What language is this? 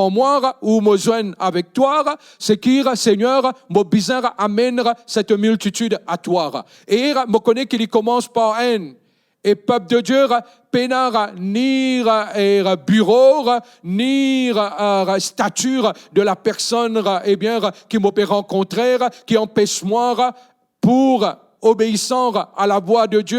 Morisyen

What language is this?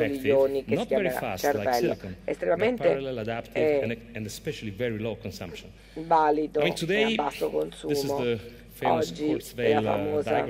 Italian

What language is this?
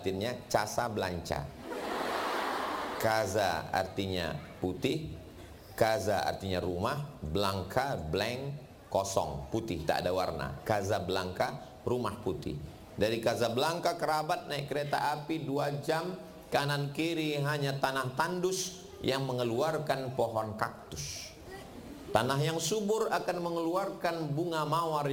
Indonesian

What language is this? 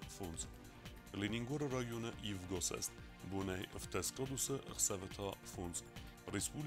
Ossetic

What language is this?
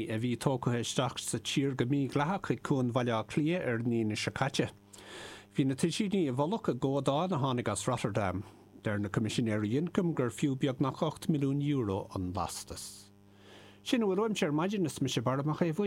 Irish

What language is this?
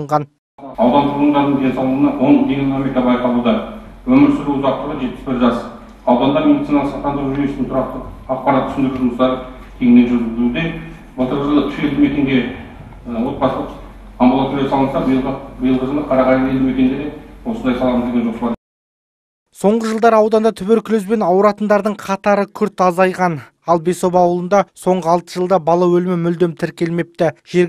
Kazakh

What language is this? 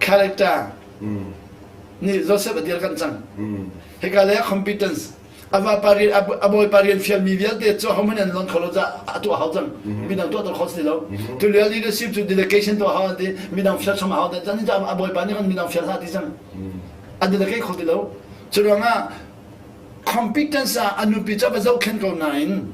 Hakha Chin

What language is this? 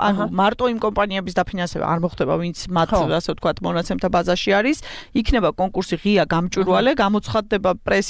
Georgian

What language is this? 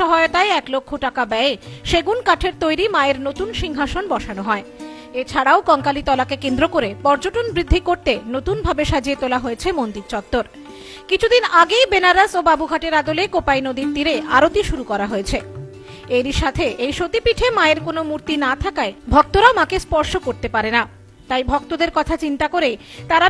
Bangla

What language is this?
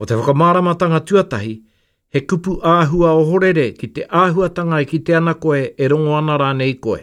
Māori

